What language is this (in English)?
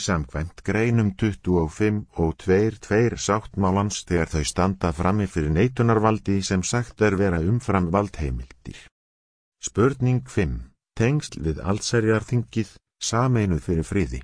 Icelandic